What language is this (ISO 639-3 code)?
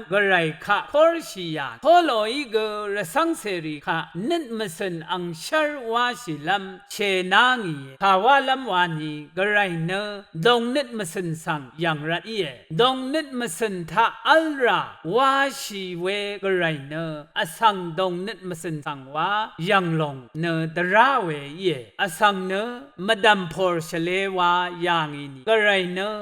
raw